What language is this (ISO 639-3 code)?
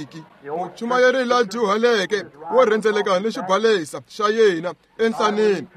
tso